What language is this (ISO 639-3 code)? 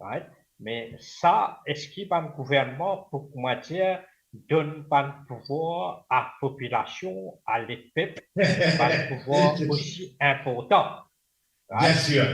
mfe